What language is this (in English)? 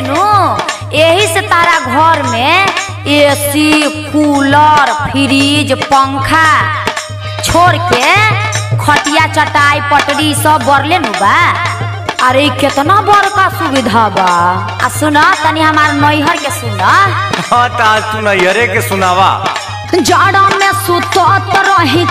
Bhojpuri